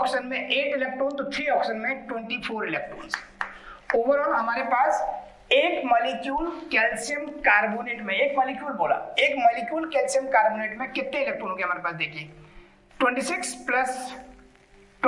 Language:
Hindi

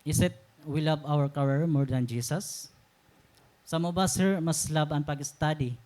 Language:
Waray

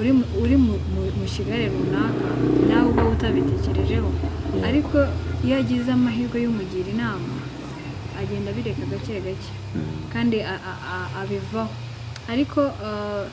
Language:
Kinyarwanda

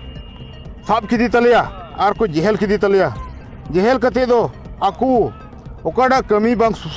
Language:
Santali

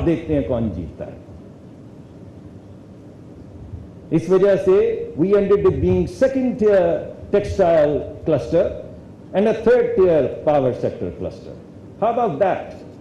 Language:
Urdu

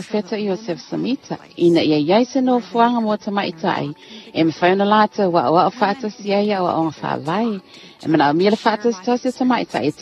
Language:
Samoan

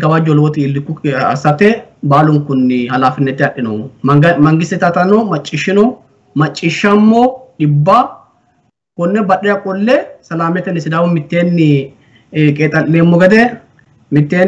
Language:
Sidamo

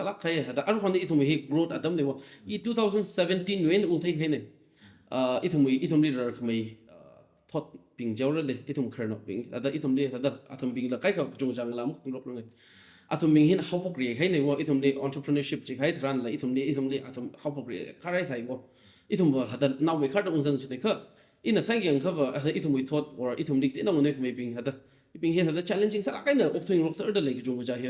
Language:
Tangkhul Naga (India)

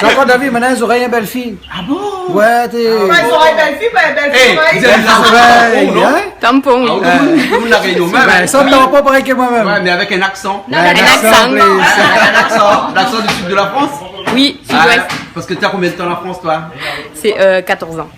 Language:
Réunion Creole French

